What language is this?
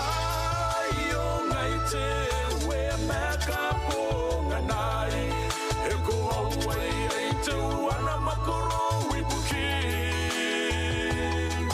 Gilbertese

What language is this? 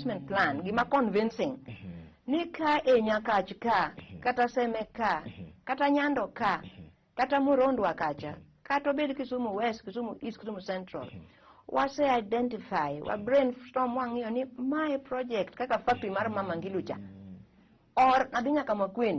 Luo (Kenya and Tanzania)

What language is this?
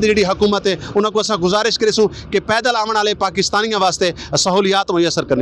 Saraiki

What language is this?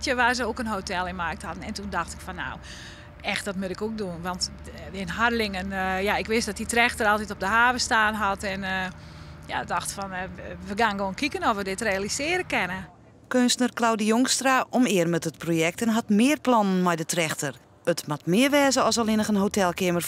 Western Frisian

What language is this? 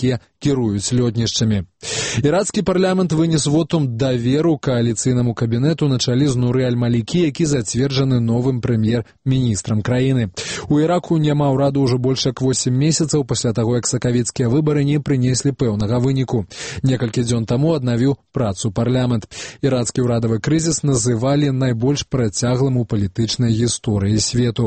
Belarusian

